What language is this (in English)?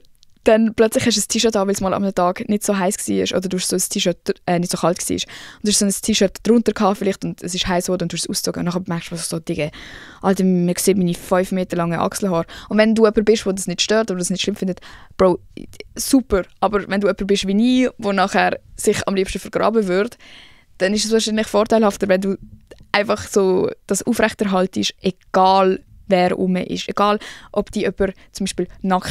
Swiss German